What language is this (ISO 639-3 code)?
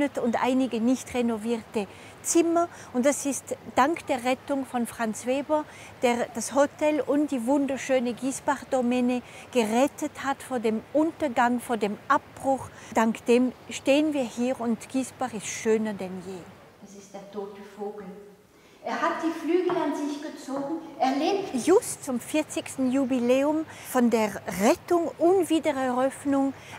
gsw